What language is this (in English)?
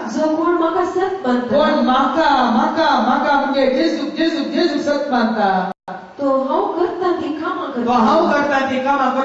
Konkani